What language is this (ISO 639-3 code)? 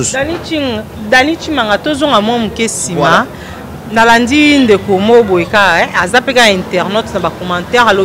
lin